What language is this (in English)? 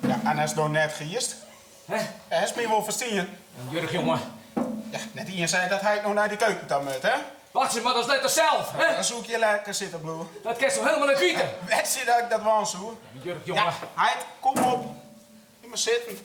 Western Frisian